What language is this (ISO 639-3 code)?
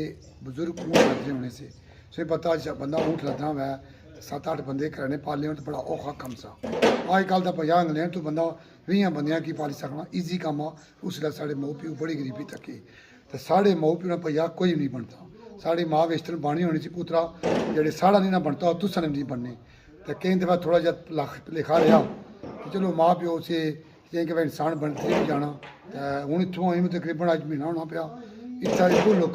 phr